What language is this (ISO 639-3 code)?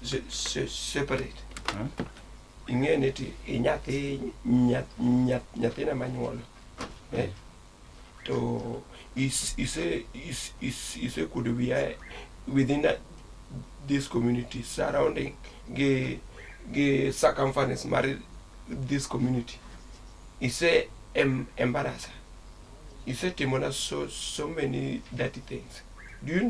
luo